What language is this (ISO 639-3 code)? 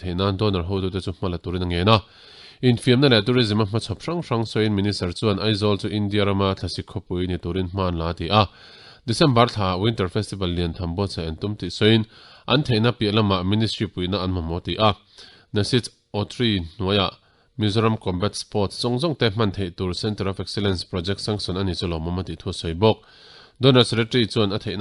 lus